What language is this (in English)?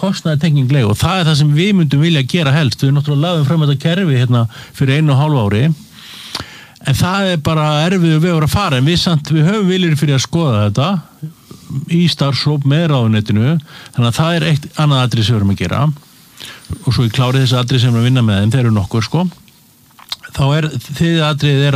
Icelandic